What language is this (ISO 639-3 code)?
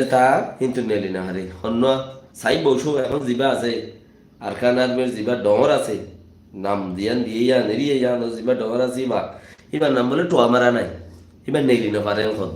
rhg